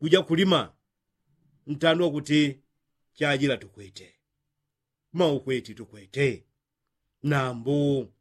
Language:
Yao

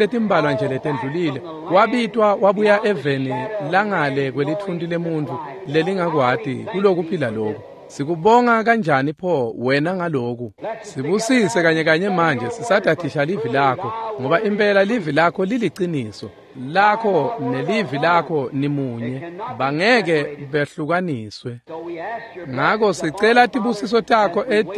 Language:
Swati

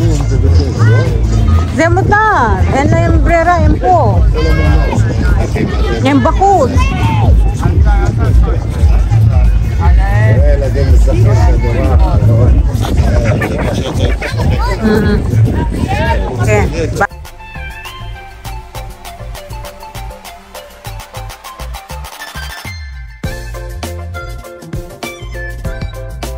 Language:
Hebrew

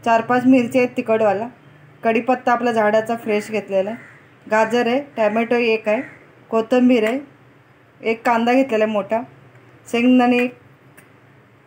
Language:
Marathi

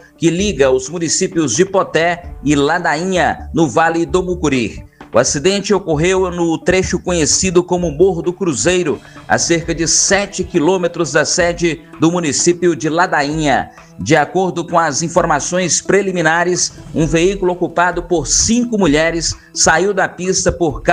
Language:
Portuguese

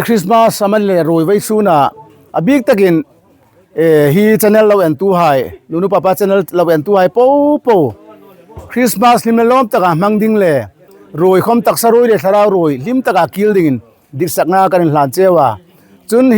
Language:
Hmar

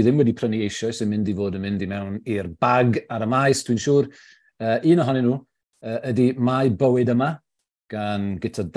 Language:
Welsh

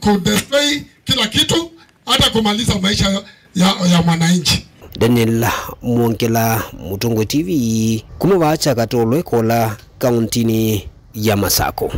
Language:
Kamba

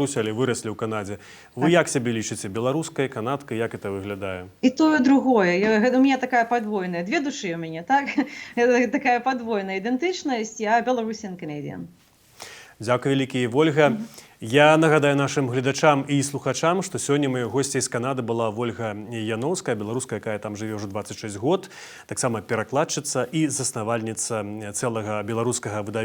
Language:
Belarusian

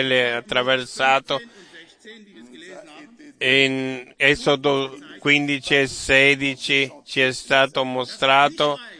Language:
Italian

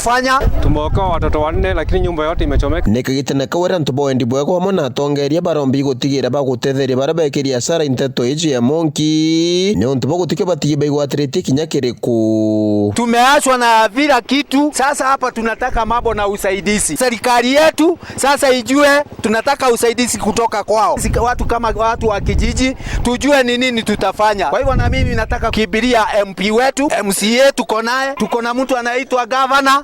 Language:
Meru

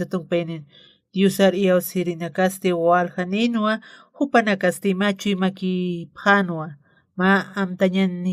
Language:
Aymara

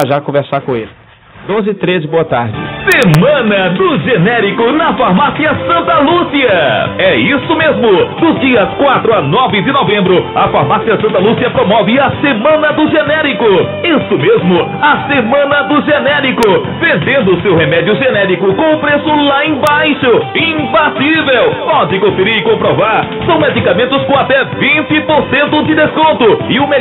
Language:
Portuguese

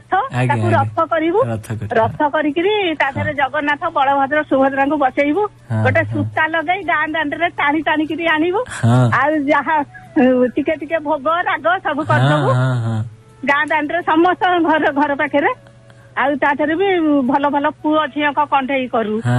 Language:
Odia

